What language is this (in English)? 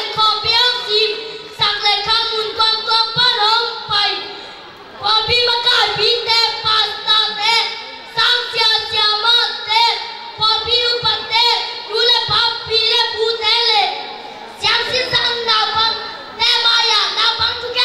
Tedim Chin